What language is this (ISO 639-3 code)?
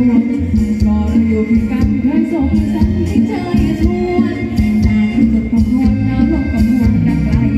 tha